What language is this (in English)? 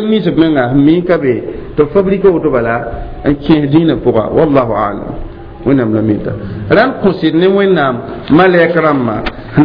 Mossi